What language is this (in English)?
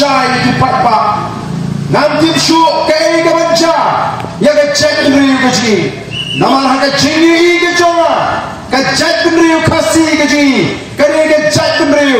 Khasi